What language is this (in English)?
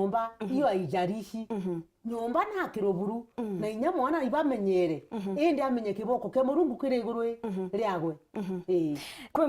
Meru